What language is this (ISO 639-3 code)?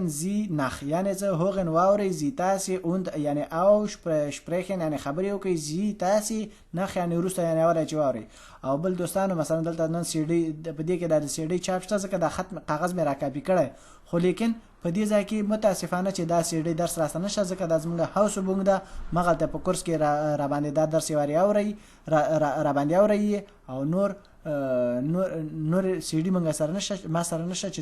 pus